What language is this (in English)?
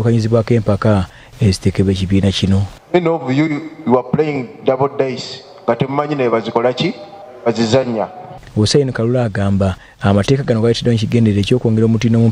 Ganda